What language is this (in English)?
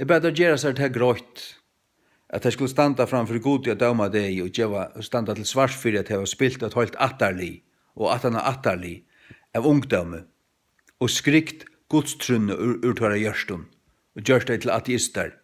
Faroese